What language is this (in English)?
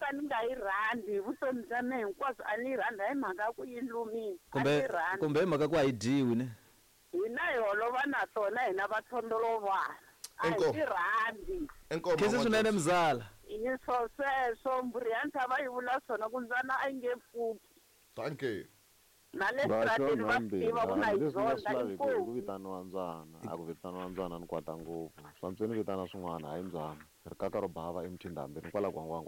Tsonga